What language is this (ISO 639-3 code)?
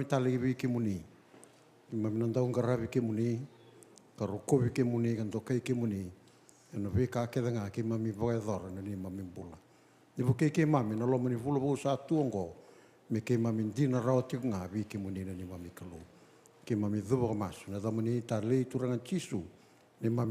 fij